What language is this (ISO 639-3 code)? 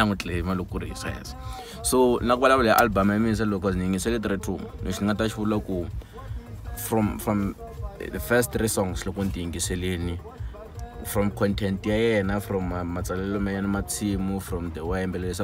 tso